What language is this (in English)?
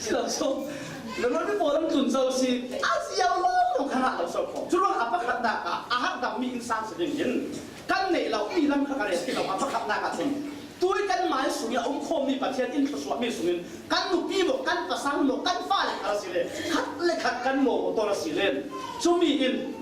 Falam Chin